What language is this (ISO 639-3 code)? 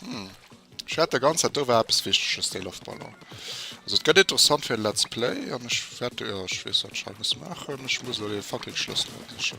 ltz